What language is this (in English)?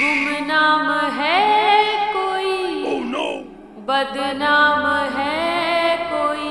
Haryanvi